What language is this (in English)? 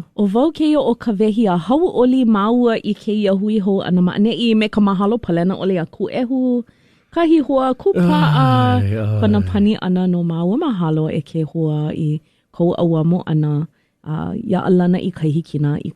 Hawaiian